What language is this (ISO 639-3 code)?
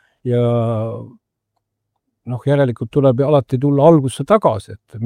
est